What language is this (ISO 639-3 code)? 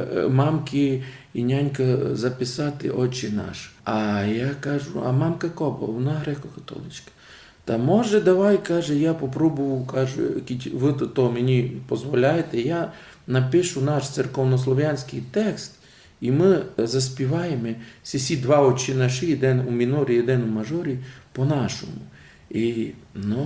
rue